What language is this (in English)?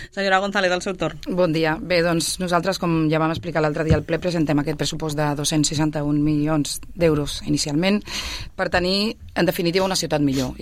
Catalan